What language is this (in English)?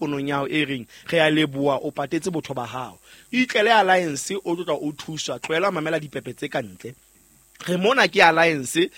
Southern Sotho